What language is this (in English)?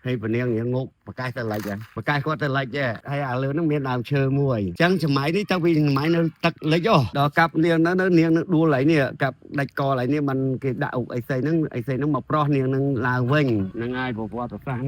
Khmer